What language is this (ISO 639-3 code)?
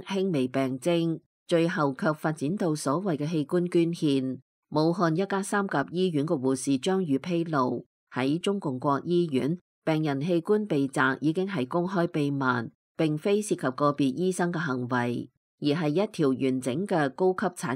yue